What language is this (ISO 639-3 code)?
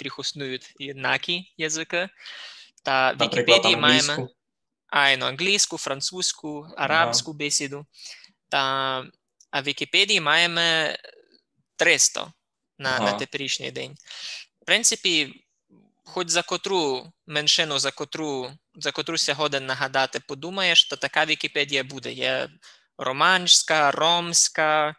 rue